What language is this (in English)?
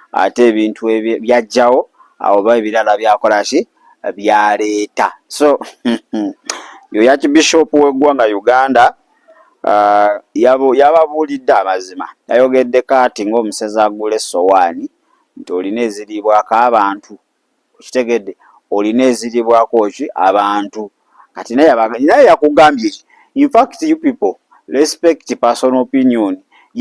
Ganda